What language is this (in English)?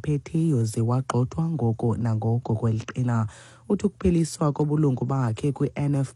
Xhosa